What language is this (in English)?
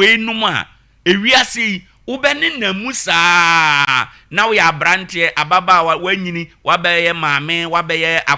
Akan